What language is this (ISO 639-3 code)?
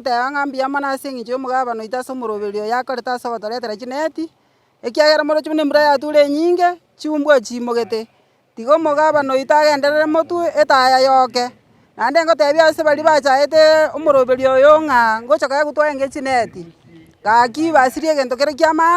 guz